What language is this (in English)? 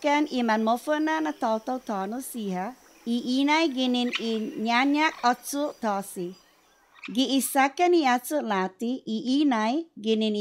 Chamorro